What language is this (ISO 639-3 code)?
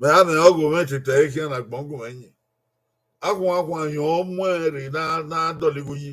bin